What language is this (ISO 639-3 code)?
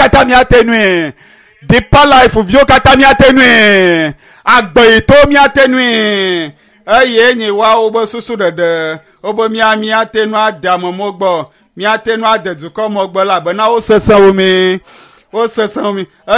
ewe